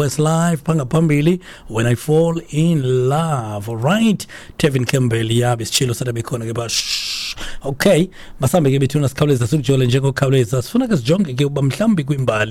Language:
Xhosa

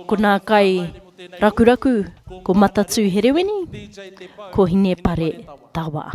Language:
Māori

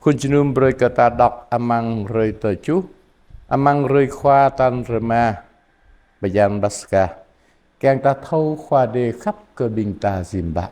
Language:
Jarai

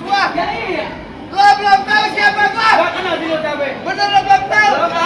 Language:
Betawi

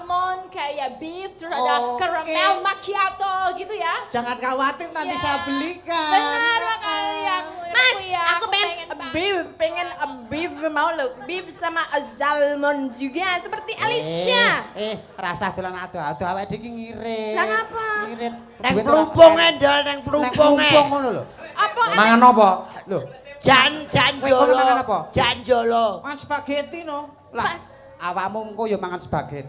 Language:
Javanese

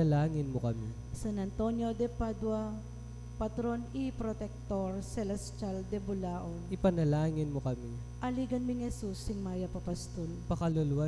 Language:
Pampanga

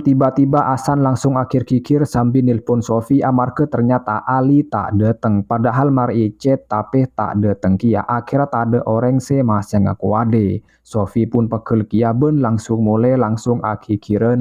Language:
Madurese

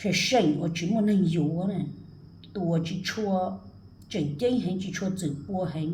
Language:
Hmong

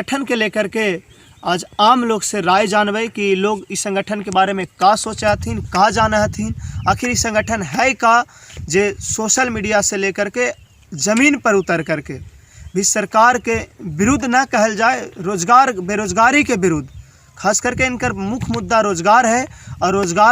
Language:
Magahi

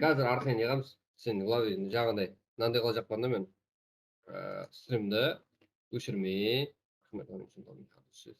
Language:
Kara-Kalpak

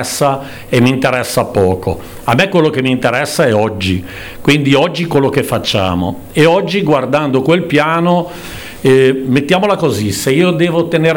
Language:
Italian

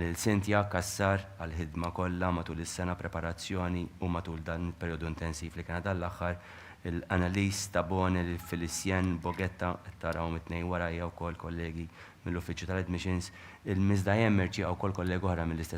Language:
Maltese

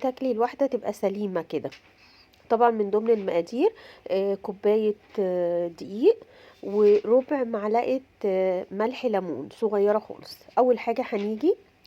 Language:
Egyptian Arabic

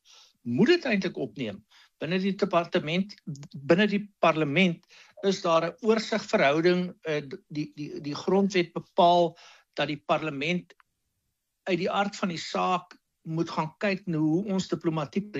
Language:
Afrikaans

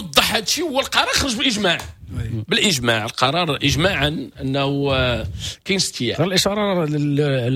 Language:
Moroccan Arabic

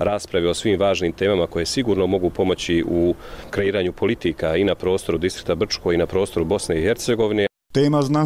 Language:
Bosnian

